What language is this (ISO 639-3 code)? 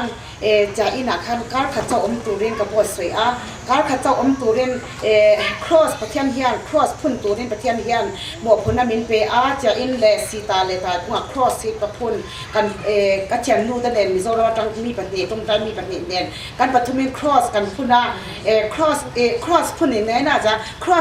cfm